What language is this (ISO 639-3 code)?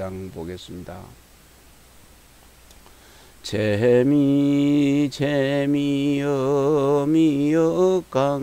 kor